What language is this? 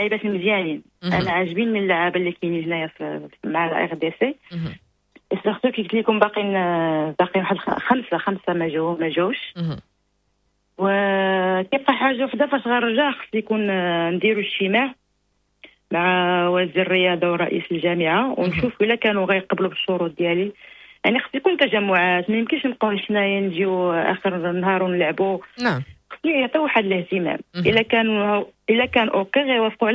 Moroccan Arabic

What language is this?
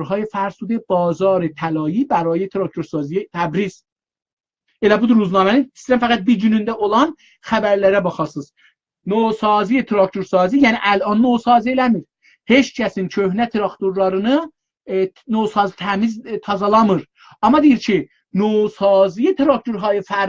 South Azerbaijani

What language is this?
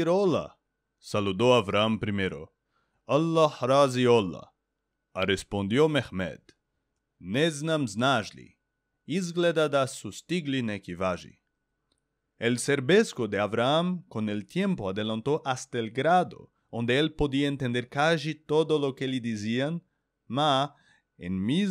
Ladino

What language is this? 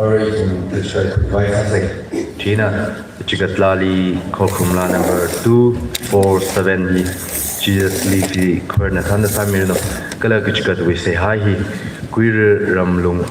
Tangkhul Naga (India)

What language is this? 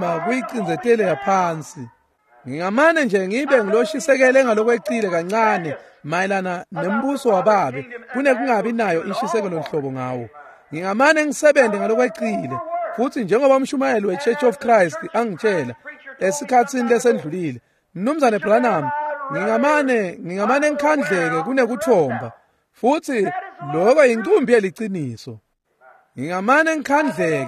Swati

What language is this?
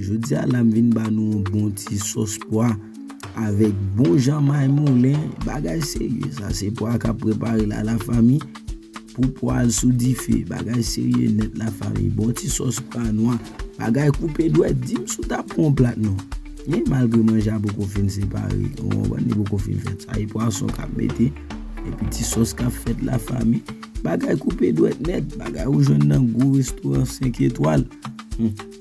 Haitian Creole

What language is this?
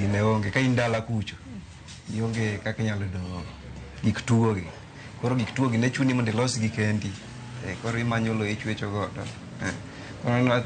Luo (Kenya and Tanzania)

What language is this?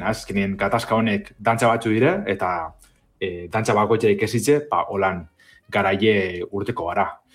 Basque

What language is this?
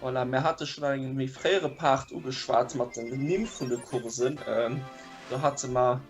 Luxembourgish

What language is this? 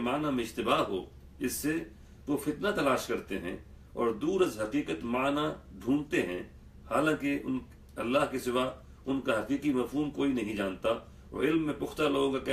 Urdu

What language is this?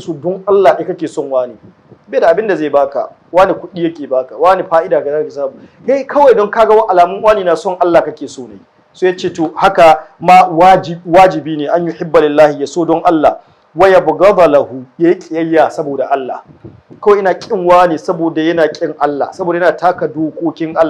Hausa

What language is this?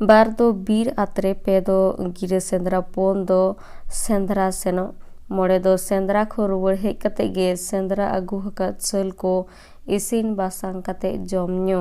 Santali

